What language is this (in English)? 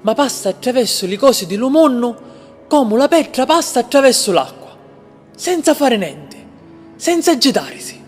Sicilian